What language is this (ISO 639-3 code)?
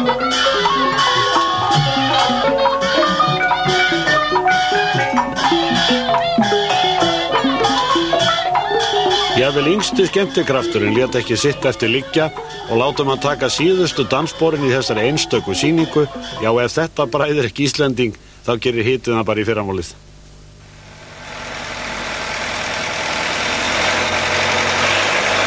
isl